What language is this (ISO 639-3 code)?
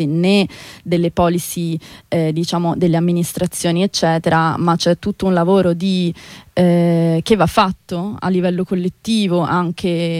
ita